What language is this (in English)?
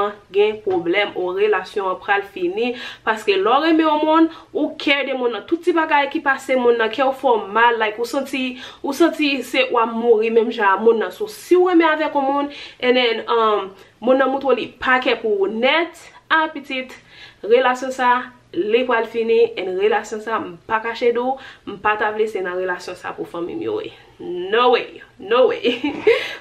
Haitian Creole